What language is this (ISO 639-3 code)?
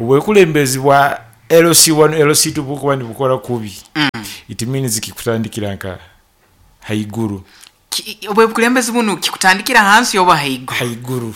nyn